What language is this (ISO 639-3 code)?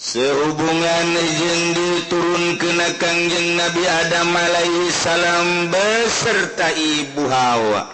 sun